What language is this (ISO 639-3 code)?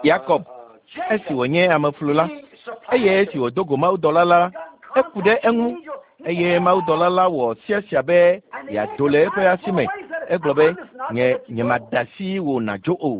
ewe